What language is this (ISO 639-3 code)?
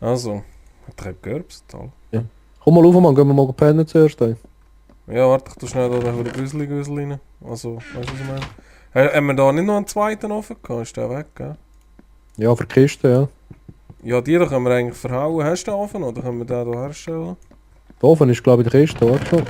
gsw